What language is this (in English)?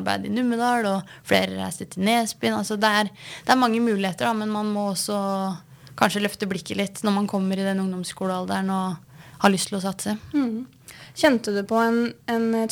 Norwegian